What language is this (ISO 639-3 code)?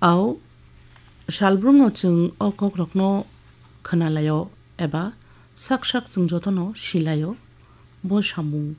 trp